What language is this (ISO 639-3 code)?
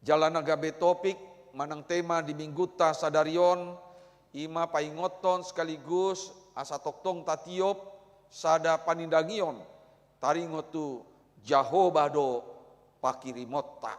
bbc